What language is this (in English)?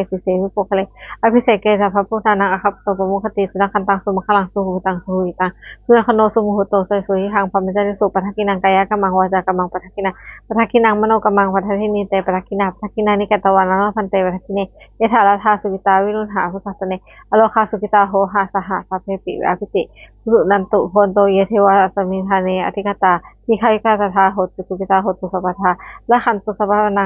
Pali